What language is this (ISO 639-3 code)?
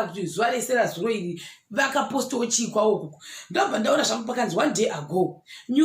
sna